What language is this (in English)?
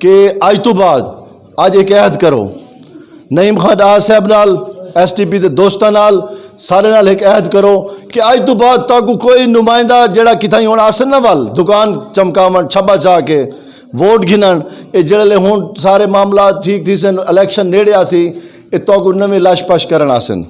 Saraiki